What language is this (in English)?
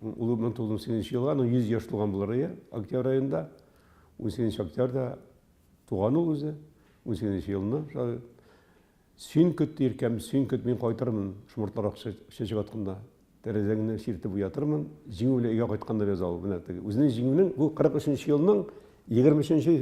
Tatar